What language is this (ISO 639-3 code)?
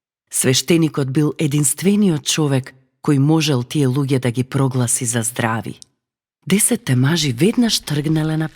mkd